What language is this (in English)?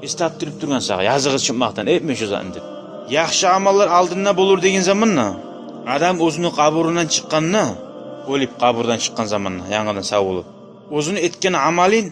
Kumyk